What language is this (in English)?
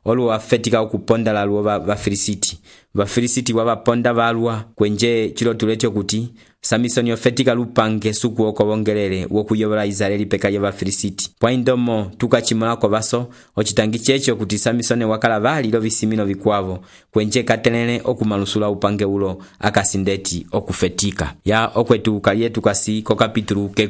Umbundu